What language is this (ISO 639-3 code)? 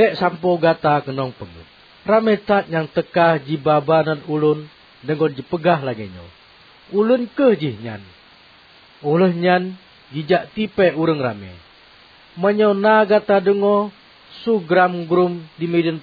ace